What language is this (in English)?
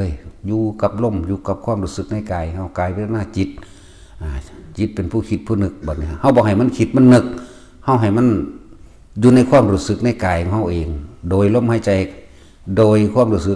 Northeastern Thai